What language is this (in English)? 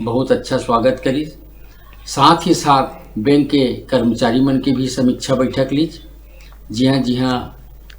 Chhattisgarhi